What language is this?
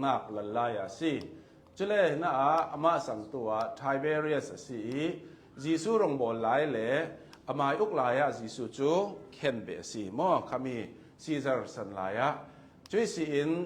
Hakha Chin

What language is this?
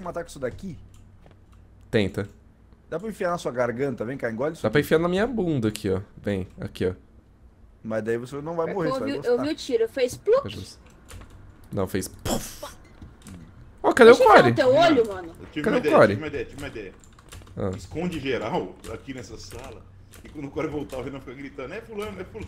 Portuguese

